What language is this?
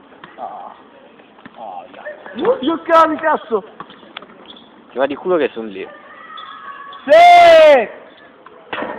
Italian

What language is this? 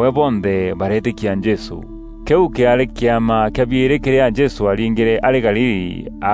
Meru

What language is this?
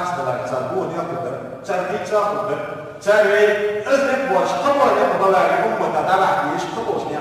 Ingush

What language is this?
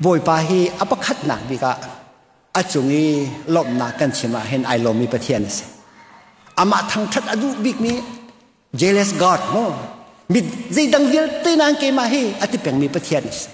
Hakha Chin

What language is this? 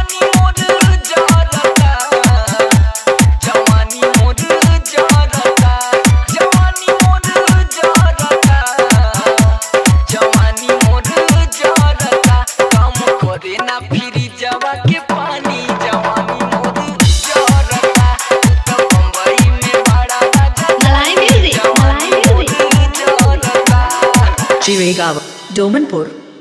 Bhojpuri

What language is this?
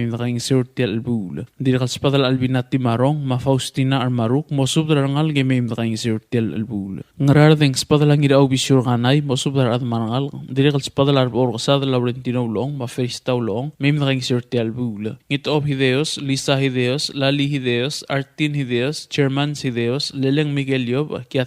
Palauan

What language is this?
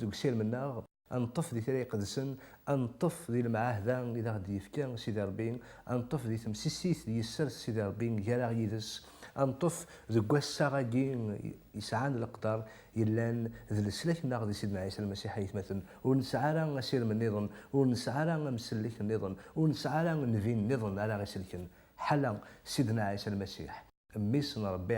Kabyle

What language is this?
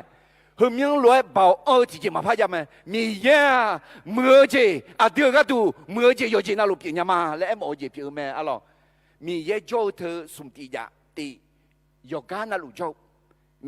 Akha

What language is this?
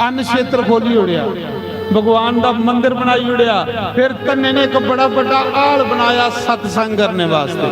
Dogri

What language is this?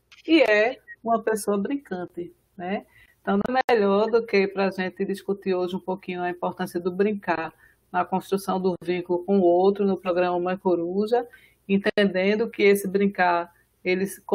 Portuguese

